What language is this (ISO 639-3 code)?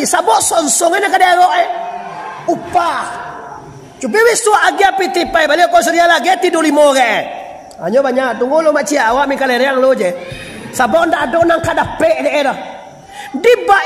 min